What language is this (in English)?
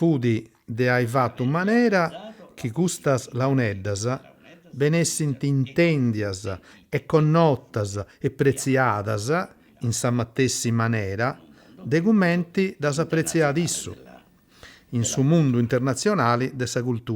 Sardinian